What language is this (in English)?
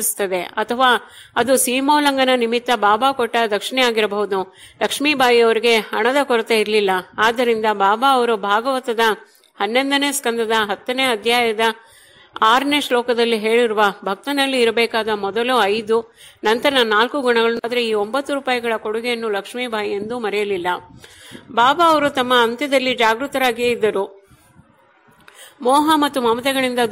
Kannada